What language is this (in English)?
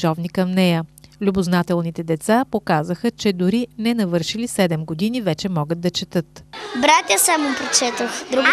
Bulgarian